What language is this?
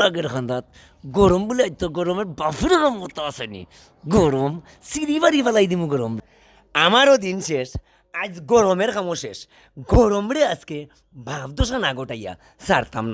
Sylheti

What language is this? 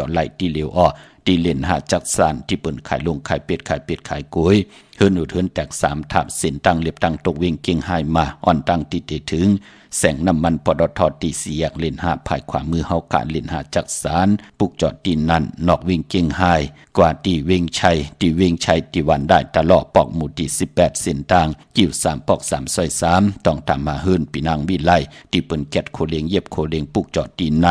Shan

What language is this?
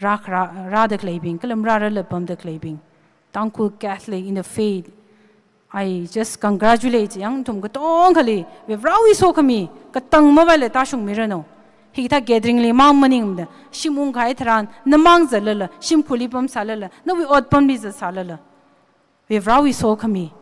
Tangkhul Naga (India)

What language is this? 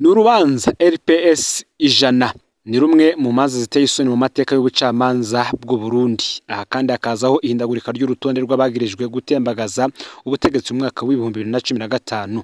Rundi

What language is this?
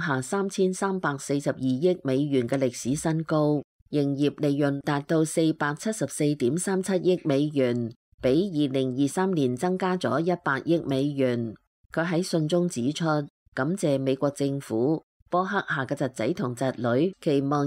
Cantonese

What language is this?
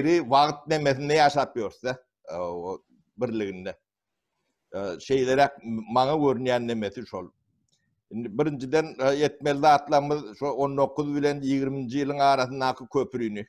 Turkmen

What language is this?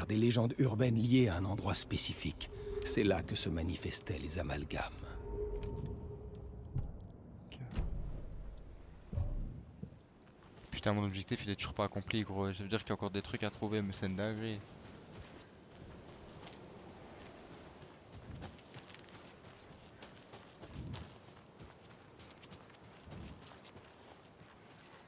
French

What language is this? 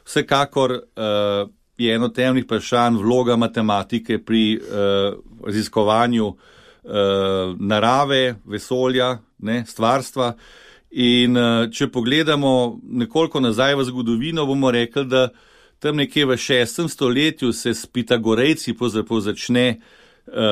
Slovenian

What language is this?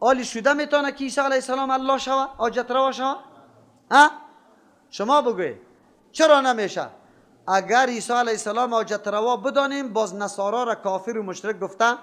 Persian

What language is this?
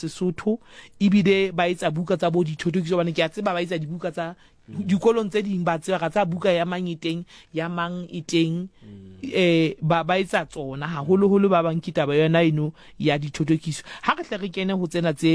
Southern Sotho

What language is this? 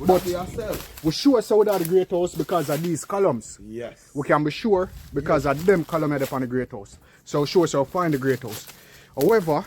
Jamaican Creole English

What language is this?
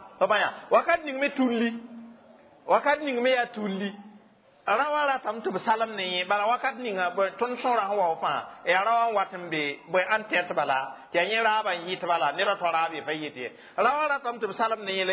Mossi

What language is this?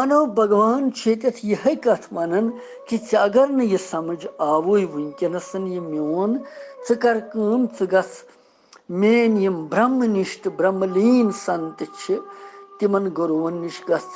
Kashmiri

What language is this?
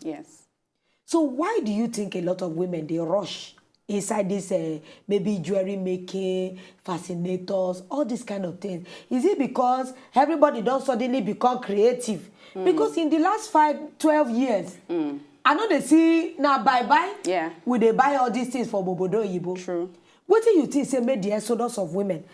Nigerian Pidgin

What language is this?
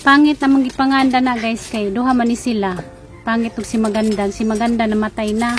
Cebuano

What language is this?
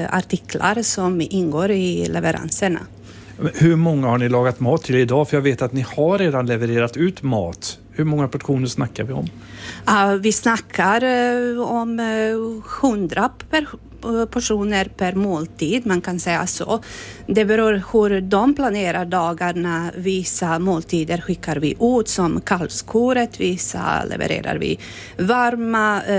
Swedish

